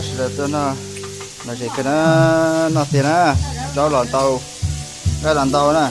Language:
Hmong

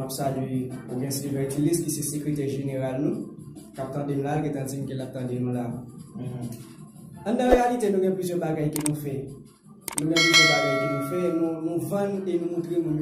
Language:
Haitian Creole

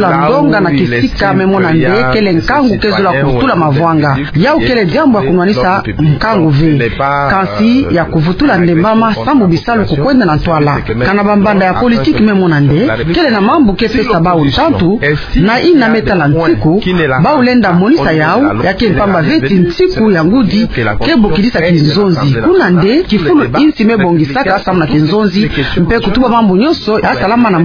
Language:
Kituba (Democratic Republic of Congo)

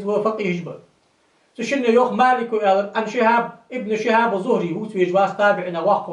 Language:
Ingush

